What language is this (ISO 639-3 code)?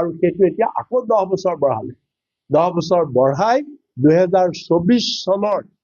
asm